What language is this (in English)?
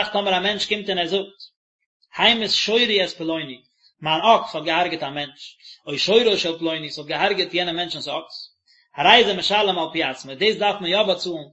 Yiddish